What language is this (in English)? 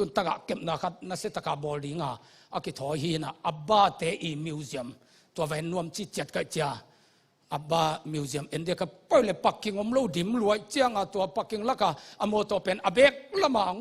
Tedim Chin